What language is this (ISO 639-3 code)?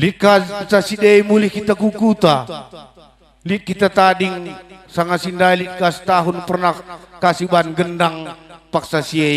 btx